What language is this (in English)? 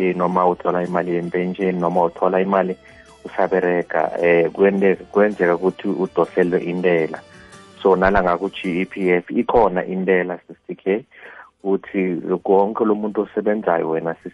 South Ndebele